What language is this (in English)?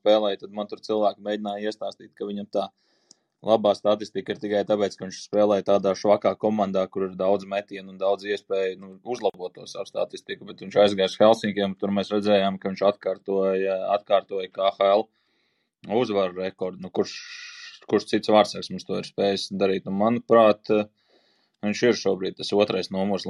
Latvian